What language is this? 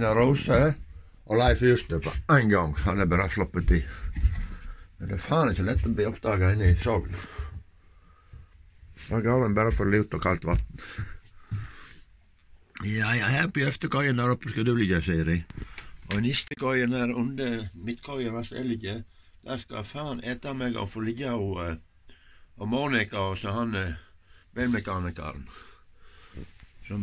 Norwegian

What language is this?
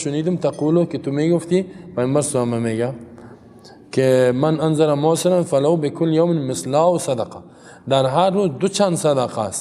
Tajik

